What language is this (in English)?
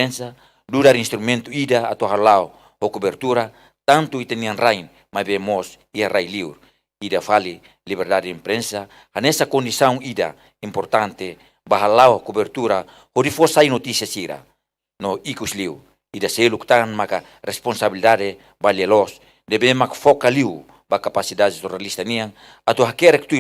Tetum